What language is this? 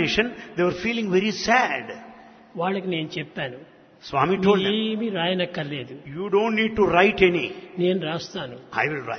Telugu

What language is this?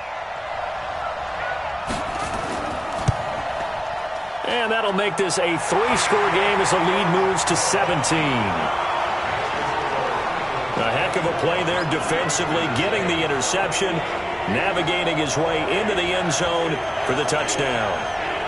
English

